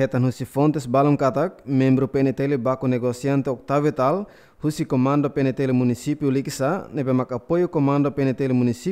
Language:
Tetum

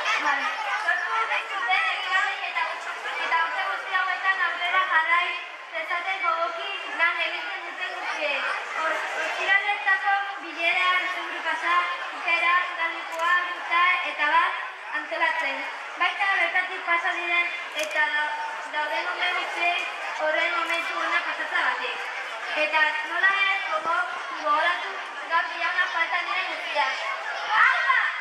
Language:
Basque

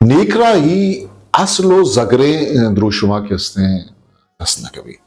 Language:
Eastern Balochi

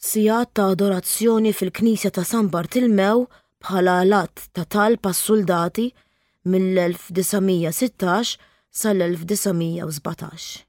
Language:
Maltese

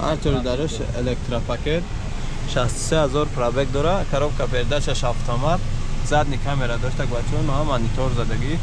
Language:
Tajik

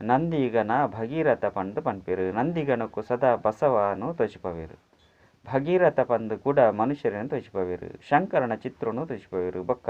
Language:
Tulu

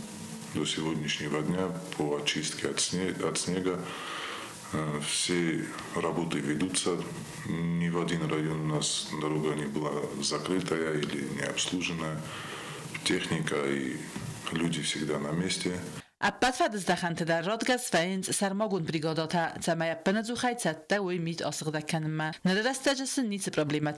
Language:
Ossetic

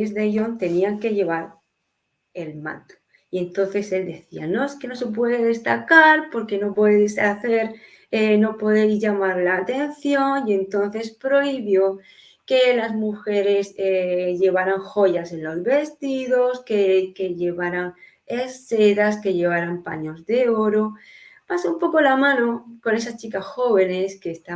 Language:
Ladino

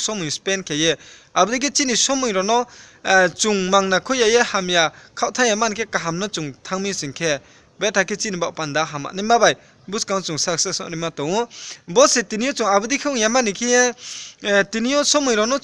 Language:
Riang (India)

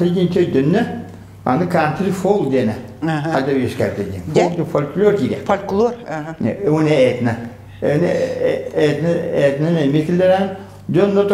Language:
Yakut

